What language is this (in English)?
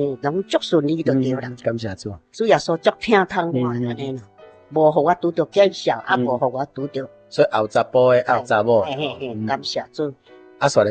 Min Nan Chinese